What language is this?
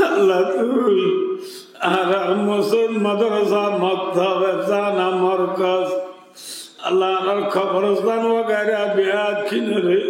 Rohingya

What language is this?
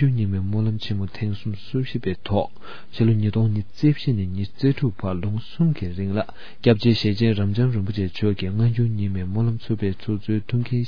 Tibetan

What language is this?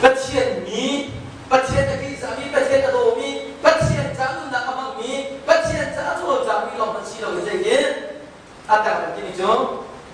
Hakha Chin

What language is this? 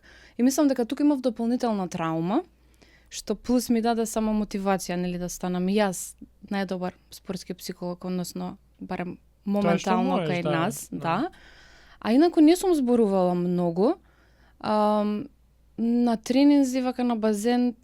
Macedonian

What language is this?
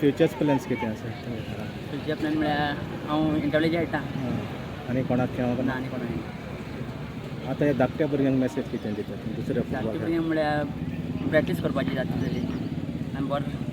Konkani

